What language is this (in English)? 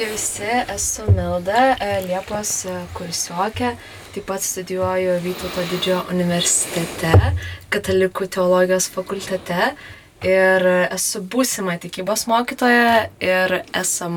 Lithuanian